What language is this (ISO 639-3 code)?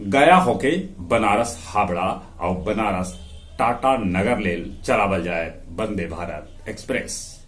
mag